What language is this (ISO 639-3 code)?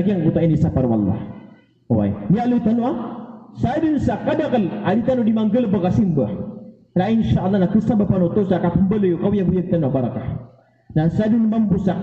mrw